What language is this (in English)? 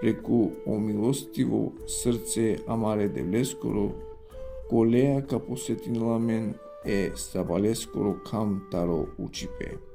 Balkan Romani